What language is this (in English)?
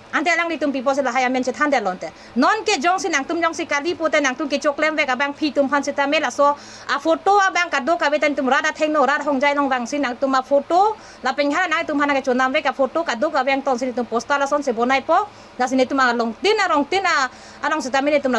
Karbi